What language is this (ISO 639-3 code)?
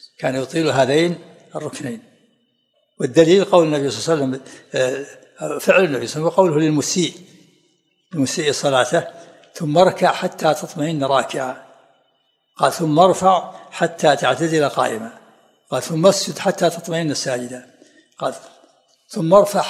ara